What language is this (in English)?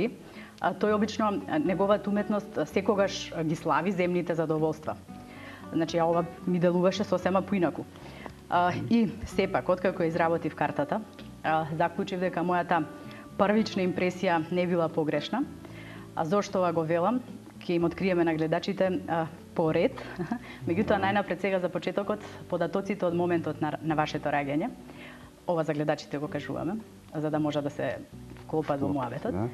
Macedonian